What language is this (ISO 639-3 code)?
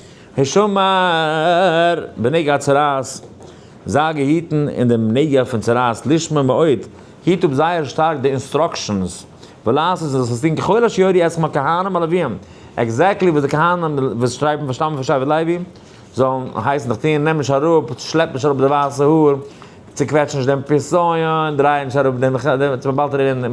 yid